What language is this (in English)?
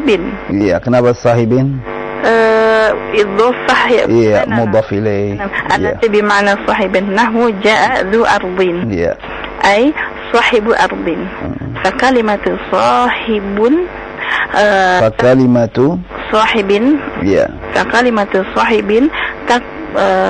Indonesian